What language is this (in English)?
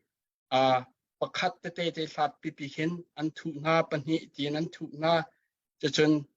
Hakha Chin